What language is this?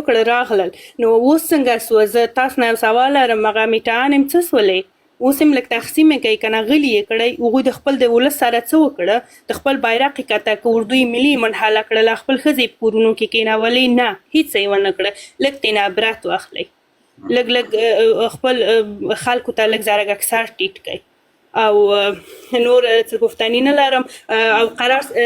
Pashto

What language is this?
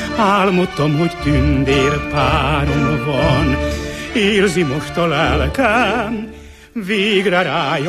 Hungarian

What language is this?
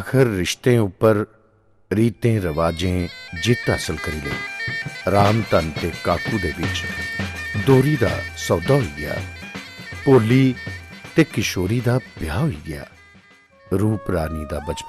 Dogri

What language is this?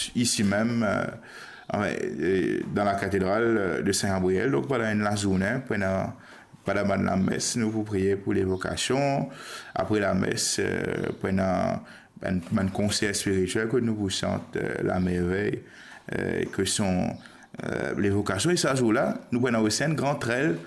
Morisyen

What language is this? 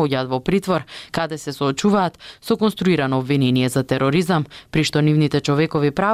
Macedonian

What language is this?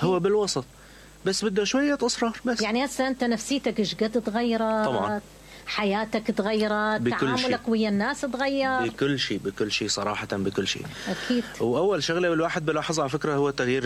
Mesopotamian Arabic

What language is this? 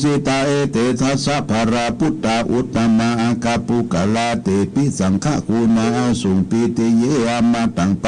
Pali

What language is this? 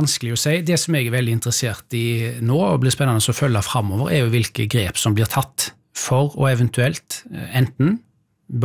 Norwegian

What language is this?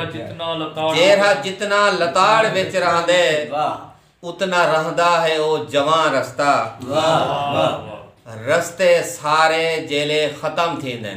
Saraiki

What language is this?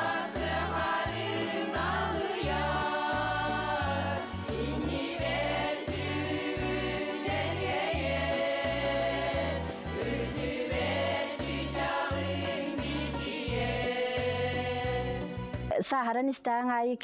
Yakut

